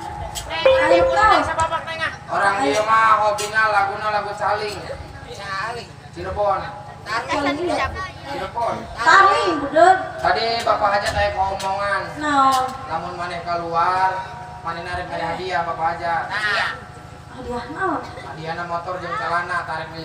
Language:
Sundanese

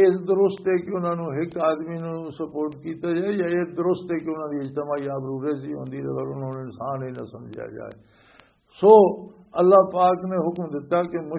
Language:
Western Panjabi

